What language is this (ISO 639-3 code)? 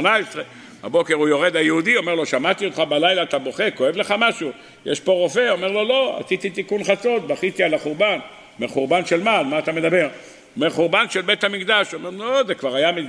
heb